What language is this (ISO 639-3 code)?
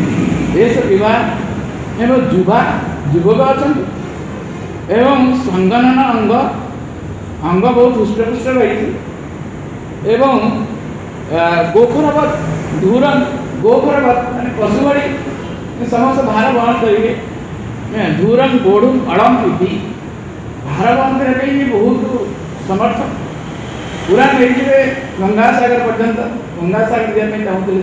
ori